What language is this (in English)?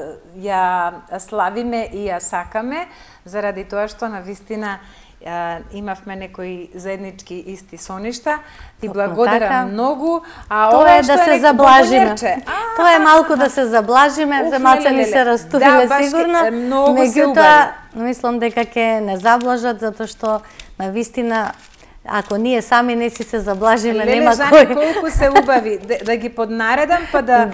Macedonian